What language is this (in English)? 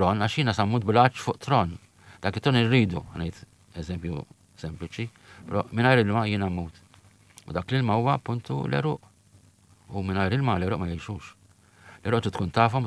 Maltese